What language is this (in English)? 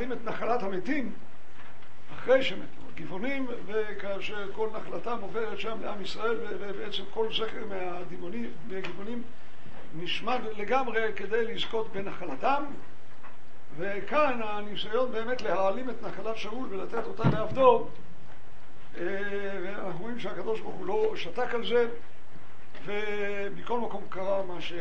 Hebrew